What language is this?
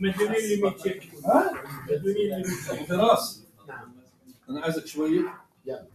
North Levantine Arabic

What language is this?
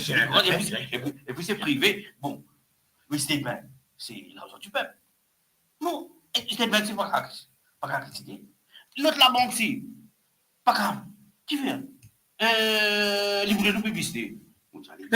Morisyen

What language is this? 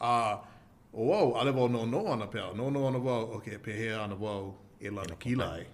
Hawaiian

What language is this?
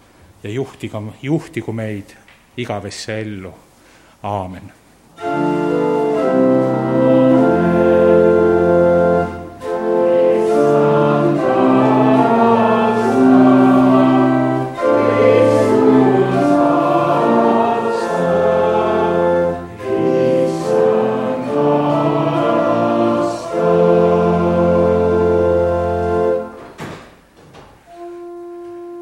Estonian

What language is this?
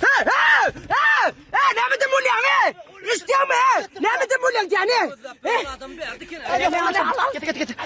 Turkmen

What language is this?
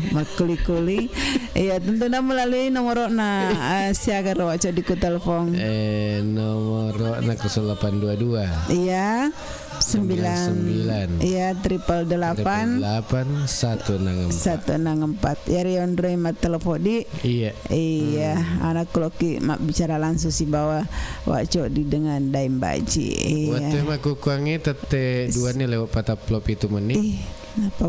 Buginese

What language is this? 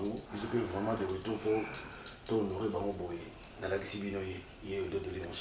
Lingala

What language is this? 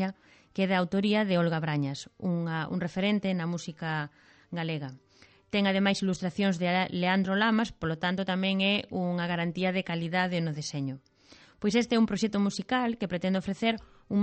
Galician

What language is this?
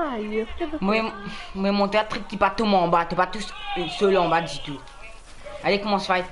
Morisyen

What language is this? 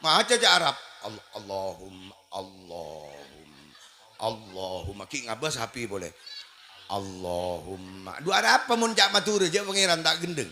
Madurese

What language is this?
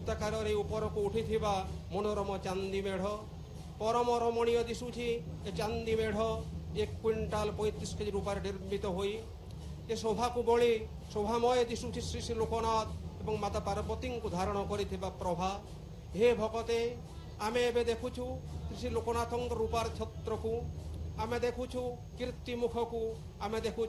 Odia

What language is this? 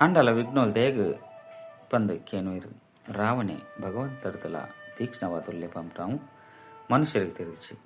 Tulu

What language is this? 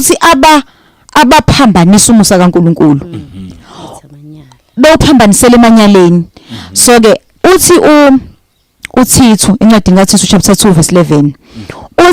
Zulu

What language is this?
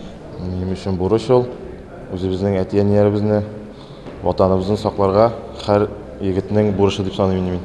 Tatar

